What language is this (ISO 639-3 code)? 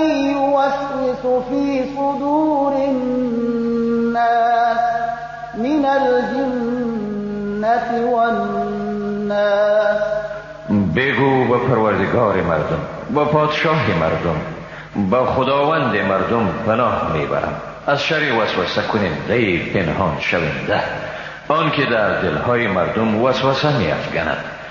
fas